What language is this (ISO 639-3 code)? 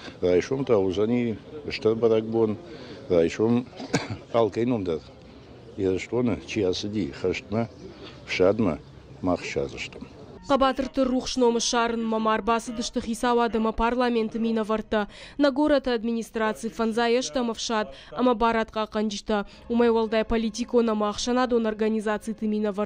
oss